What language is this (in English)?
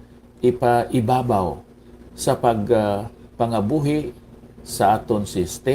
Hiligaynon